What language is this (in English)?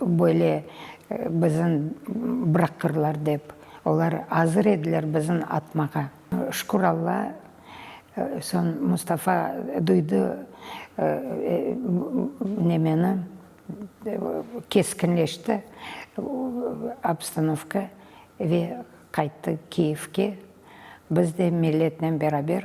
Crimean Tatar